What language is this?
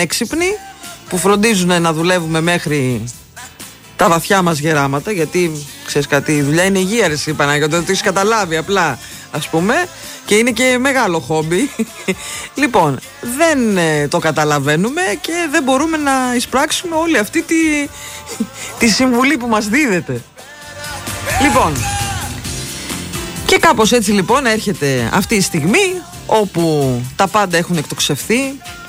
Greek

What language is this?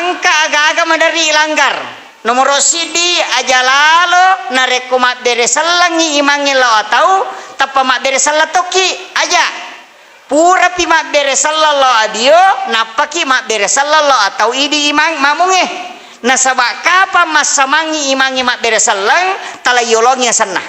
Buginese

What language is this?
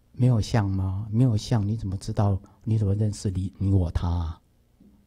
Chinese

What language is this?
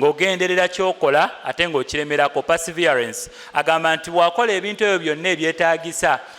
Ganda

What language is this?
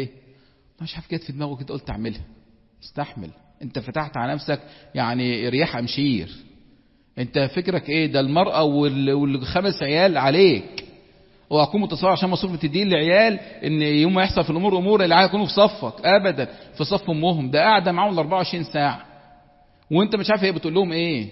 Egyptian Arabic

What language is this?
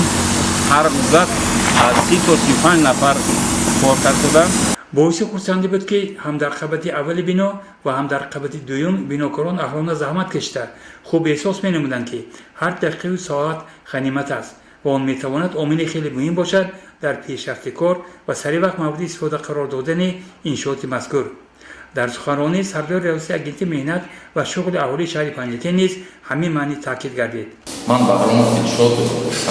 Tajik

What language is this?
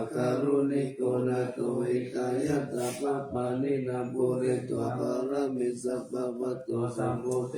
Pali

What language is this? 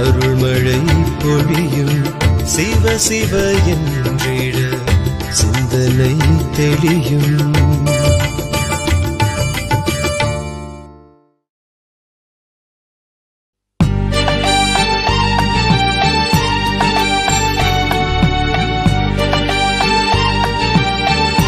Tamil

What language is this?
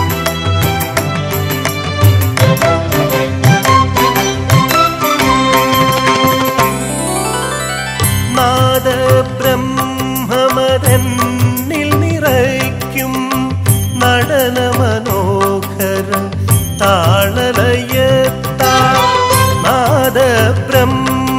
Malayalam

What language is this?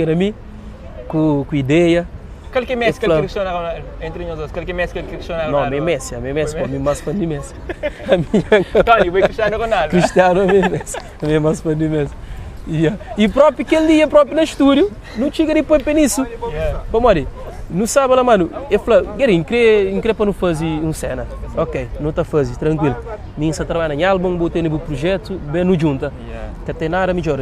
Kabuverdianu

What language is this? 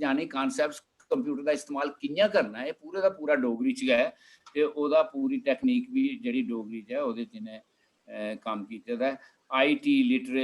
Dogri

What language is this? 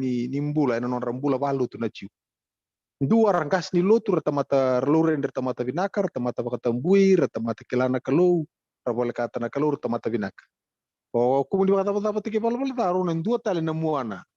Fijian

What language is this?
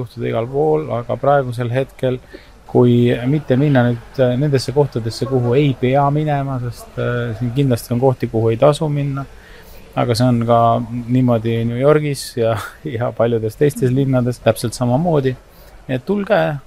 Estonian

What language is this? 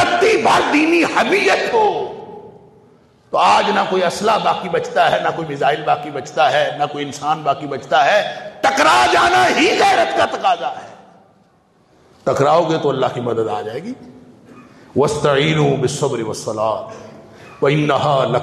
Urdu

